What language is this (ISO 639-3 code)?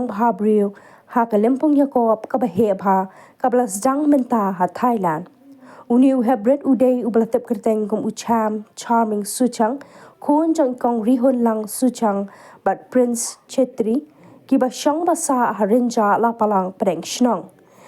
kha